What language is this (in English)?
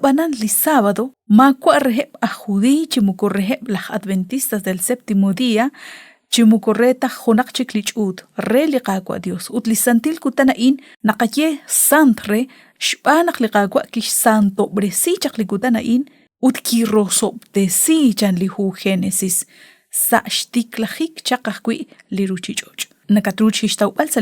Kekchí